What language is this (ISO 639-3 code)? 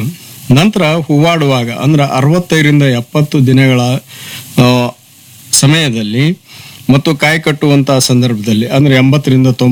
kan